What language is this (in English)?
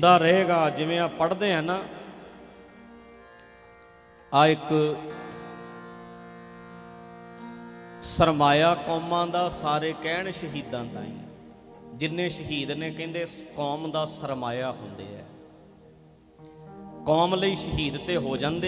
Punjabi